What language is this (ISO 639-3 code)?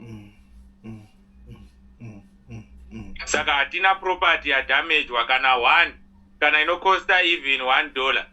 sna